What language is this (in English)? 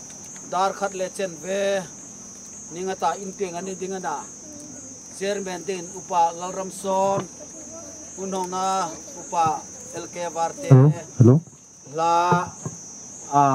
Hmar